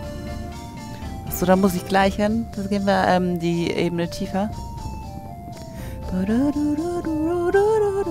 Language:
German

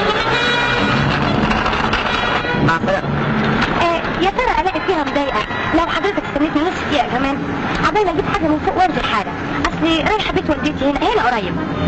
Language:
Egyptian Arabic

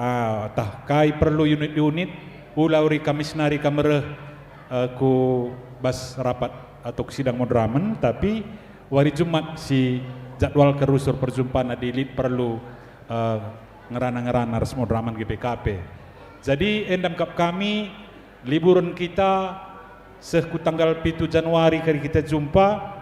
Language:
Batak Karo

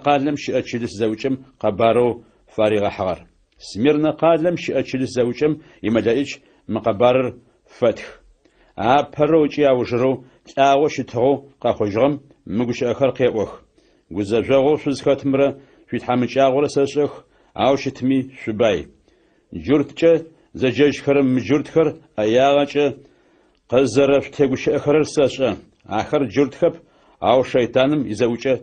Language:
Adyghe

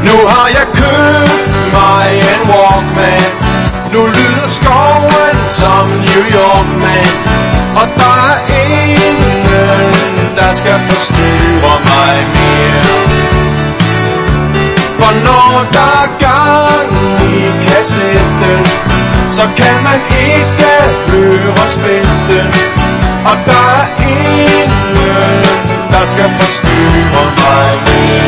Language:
Danish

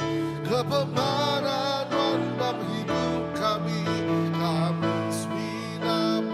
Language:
Iban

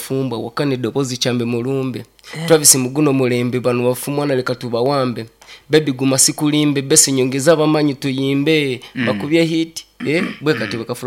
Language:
Nyankole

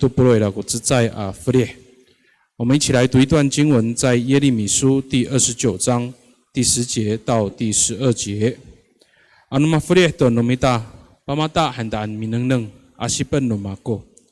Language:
Amis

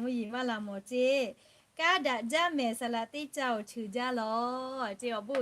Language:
Lahu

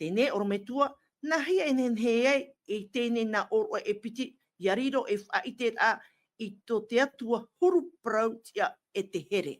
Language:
Tahitian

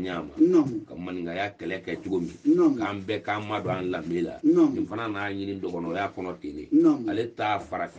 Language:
Bambara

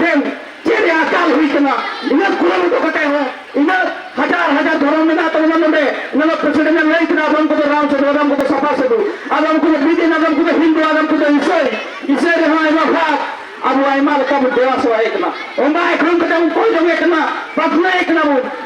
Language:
Santali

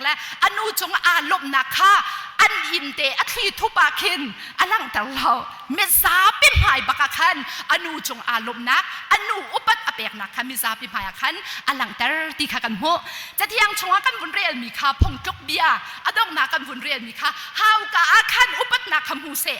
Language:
Hakha Chin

